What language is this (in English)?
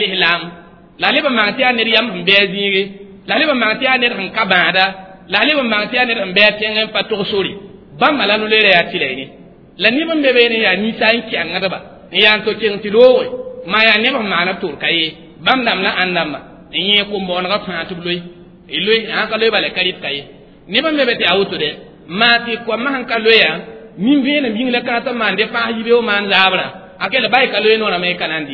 Mossi